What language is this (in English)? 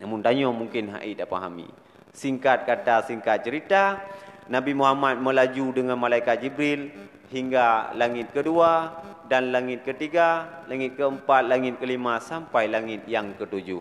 Achinese